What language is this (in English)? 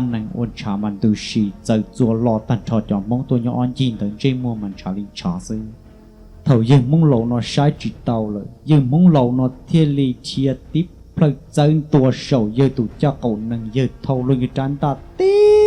Hmong